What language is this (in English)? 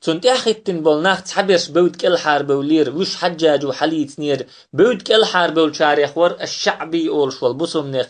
Chechen